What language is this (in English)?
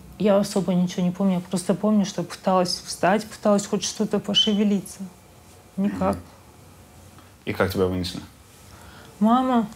Russian